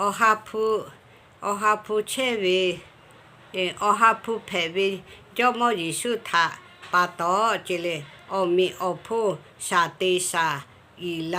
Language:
Lahu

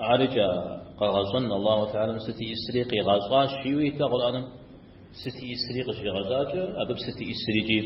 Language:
Kabardian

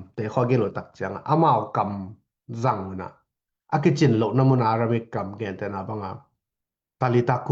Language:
Tedim Chin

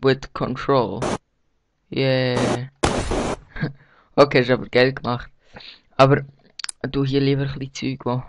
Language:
Swiss German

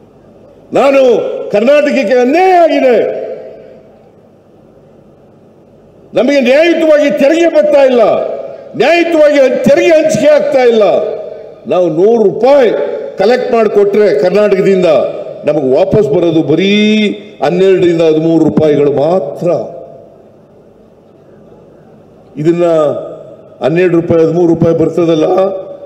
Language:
Kannada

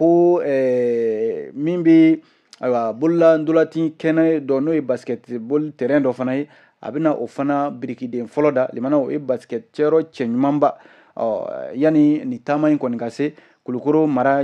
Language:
Bambara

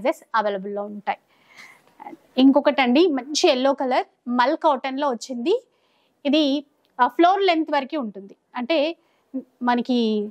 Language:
Telugu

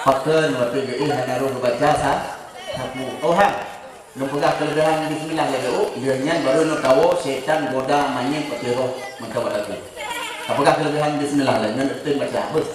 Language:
Achinese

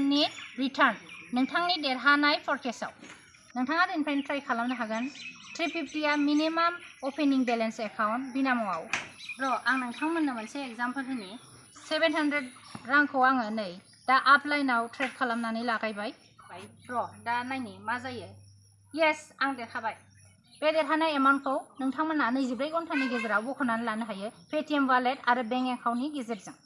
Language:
Bodo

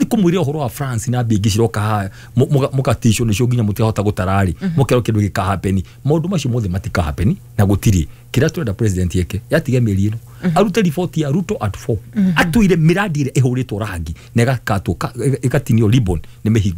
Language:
Kikuyu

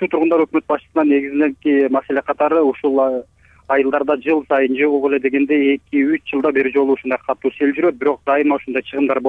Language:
Kyrgyz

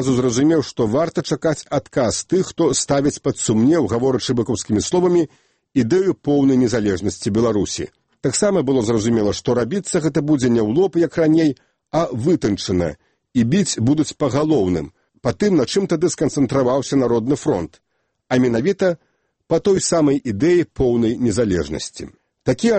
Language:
Belarusian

